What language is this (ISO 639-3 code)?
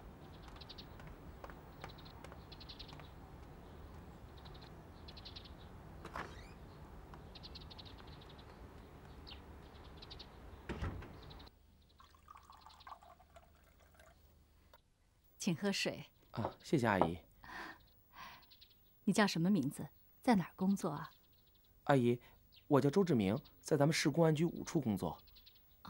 zho